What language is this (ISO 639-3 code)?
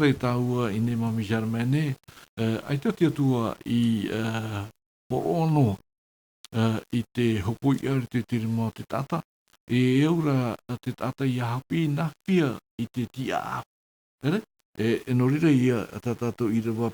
tah